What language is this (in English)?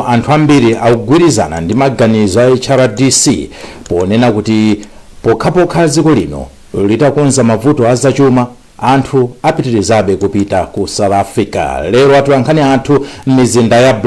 Nyanja